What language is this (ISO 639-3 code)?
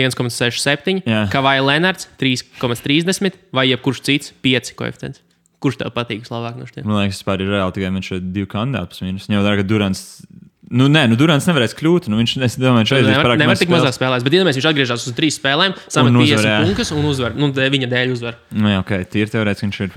lav